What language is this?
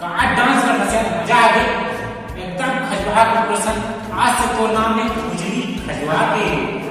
Chhattisgarhi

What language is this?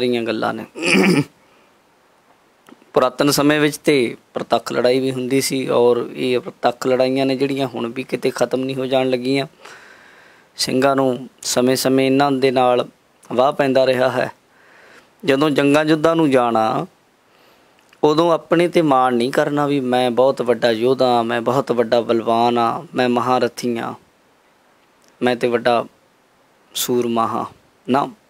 Punjabi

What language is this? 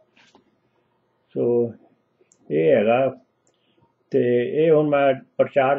Punjabi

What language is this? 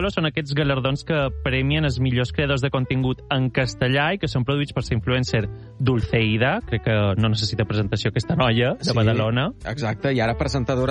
Catalan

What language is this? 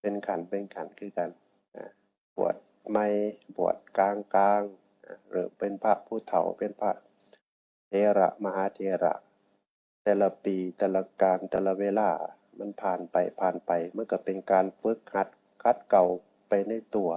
Northeastern Thai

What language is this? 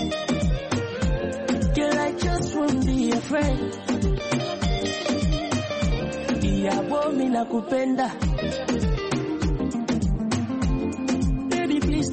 Swahili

